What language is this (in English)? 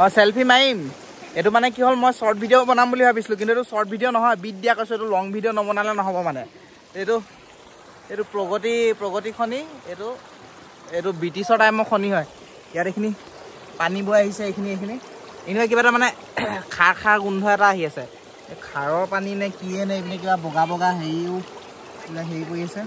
Assamese